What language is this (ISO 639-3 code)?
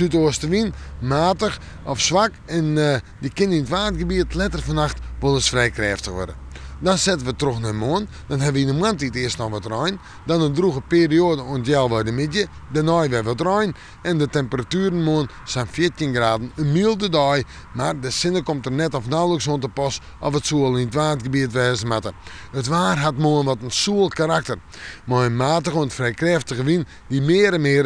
fry